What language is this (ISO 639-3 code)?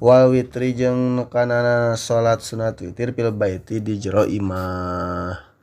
sun